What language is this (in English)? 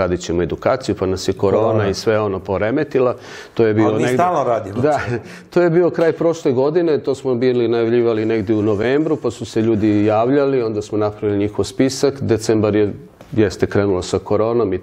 Serbian